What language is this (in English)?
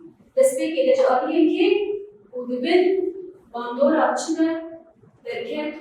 Kurdish